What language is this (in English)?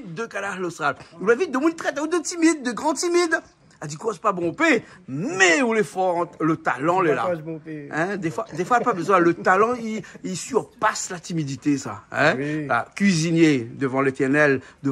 Réunion Creole French